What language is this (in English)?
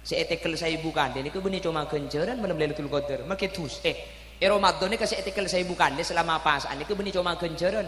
Madurese